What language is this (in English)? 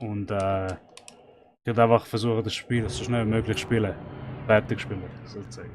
Swiss German